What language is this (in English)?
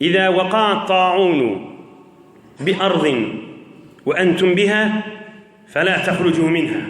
Turkmen